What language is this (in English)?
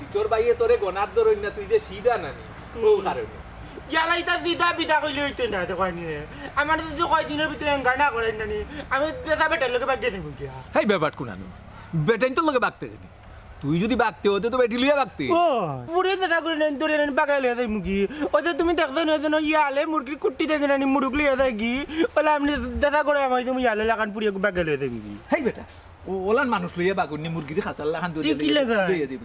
Sylheti